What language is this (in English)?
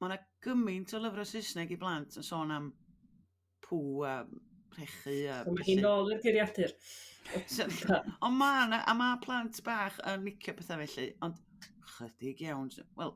Welsh